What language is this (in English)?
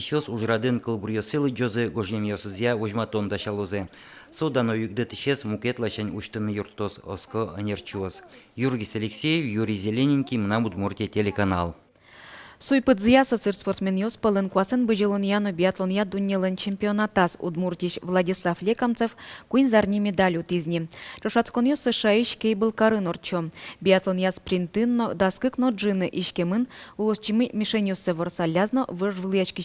Udmurt